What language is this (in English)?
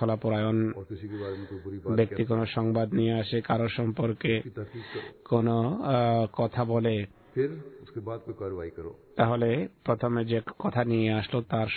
Bangla